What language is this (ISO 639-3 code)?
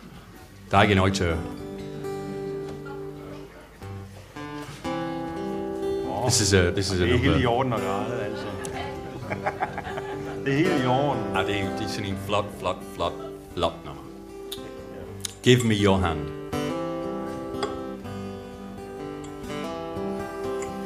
dan